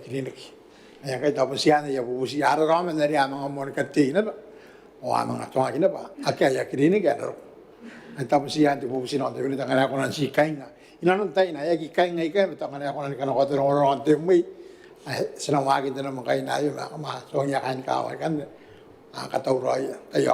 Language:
Gilbertese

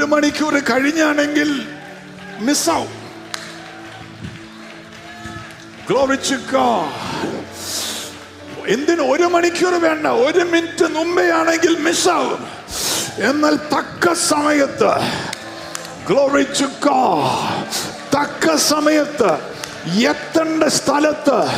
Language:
Malayalam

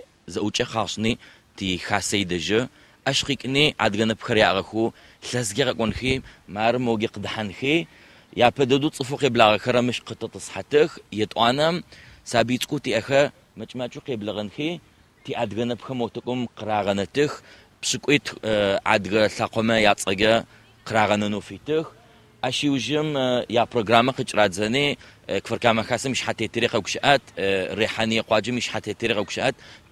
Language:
Adyghe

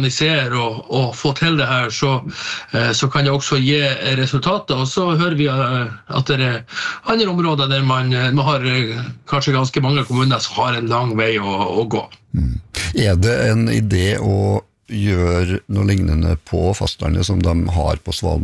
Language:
Norwegian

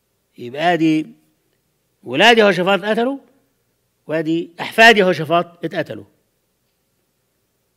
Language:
Egyptian Arabic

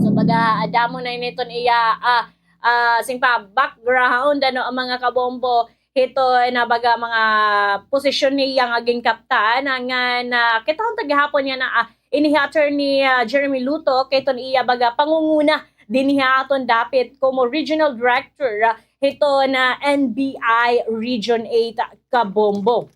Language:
Waray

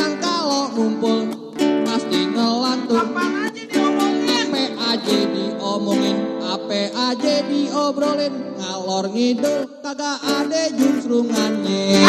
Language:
Betawi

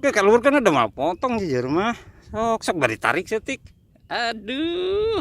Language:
Sundanese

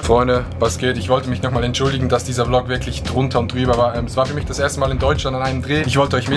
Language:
Swiss German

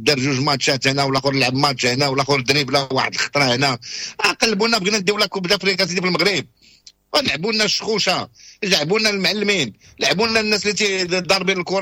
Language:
Moroccan Arabic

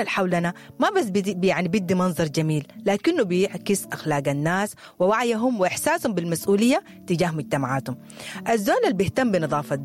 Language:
Sudanese Arabic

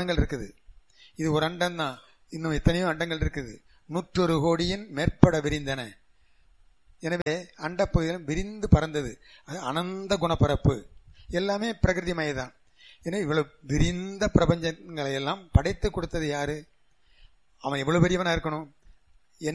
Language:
Tamil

